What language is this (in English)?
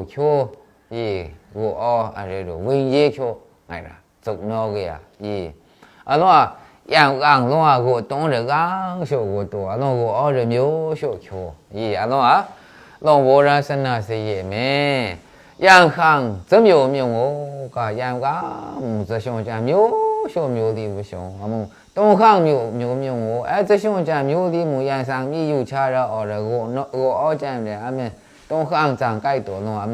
Maru